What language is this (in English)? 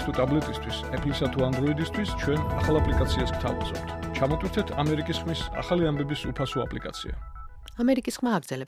Georgian